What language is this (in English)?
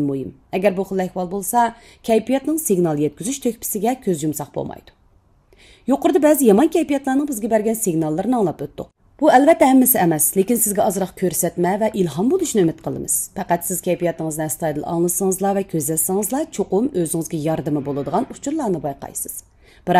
Uyghur